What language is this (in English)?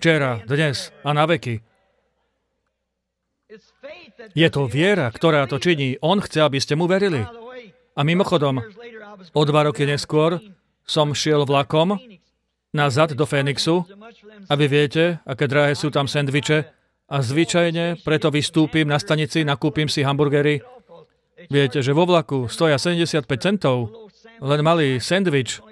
Slovak